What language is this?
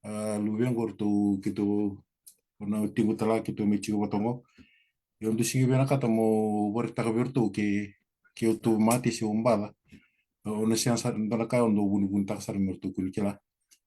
Fijian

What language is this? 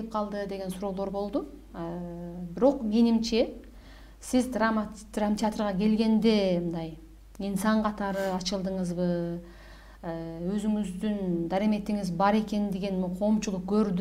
Kyrgyz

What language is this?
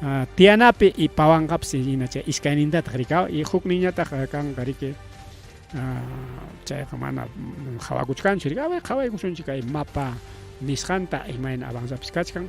Ayacucho Quechua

